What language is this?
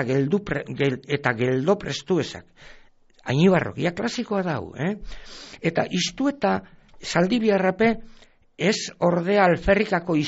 Basque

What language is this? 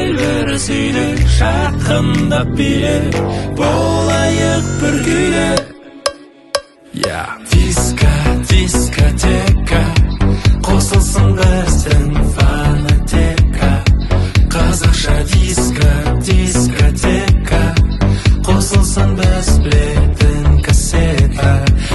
Kazakh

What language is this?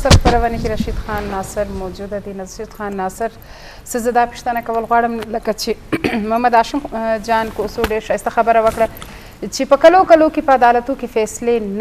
Eastern Balochi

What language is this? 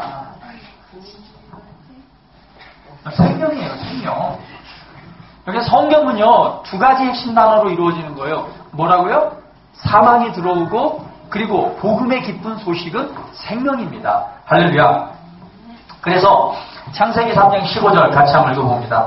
Korean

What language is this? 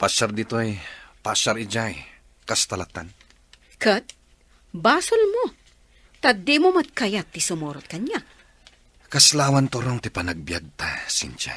Iloko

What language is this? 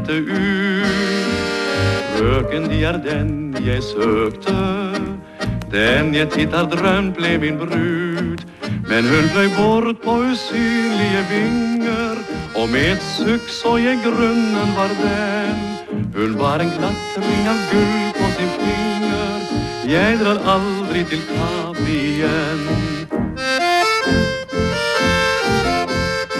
Norwegian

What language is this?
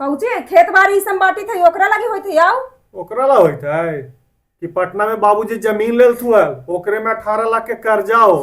Magahi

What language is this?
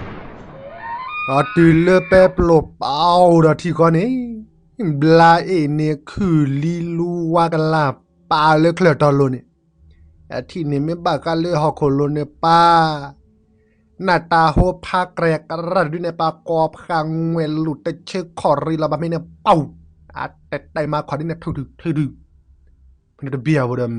S'gaw Karen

